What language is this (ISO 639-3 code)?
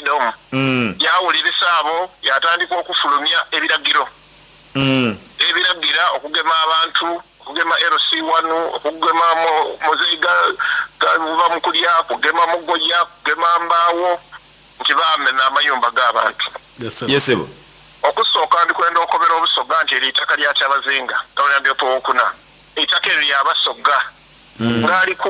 xog